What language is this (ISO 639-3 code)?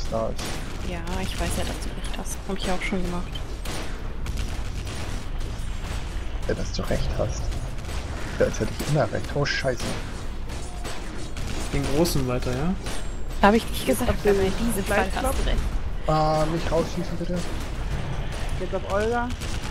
deu